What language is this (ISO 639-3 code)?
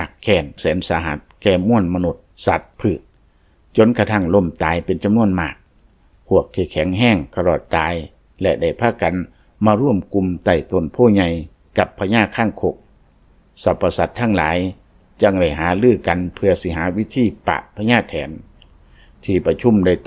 lao